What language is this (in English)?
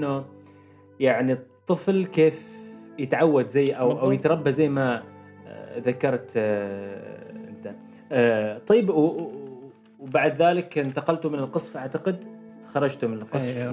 Gulf Arabic